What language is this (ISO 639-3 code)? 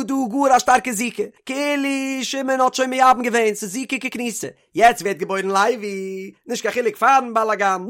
yid